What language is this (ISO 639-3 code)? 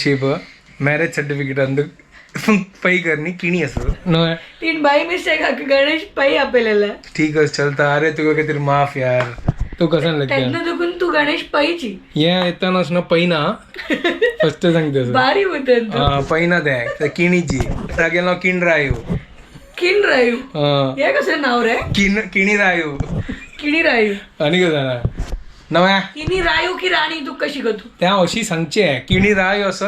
kok